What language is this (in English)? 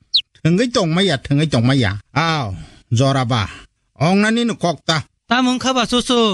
Kok Borok